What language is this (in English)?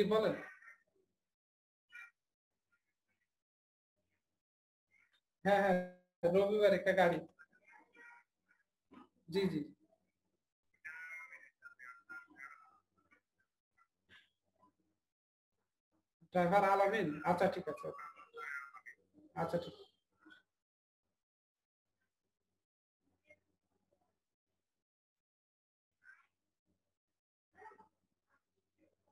Bangla